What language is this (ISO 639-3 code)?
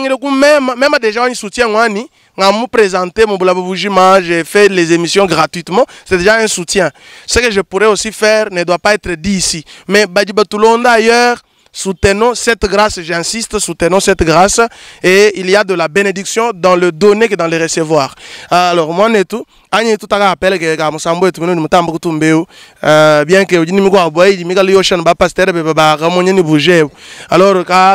lua